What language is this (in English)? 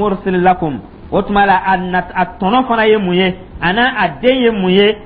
Dyula